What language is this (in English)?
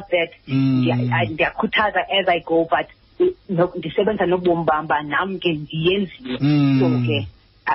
Xhosa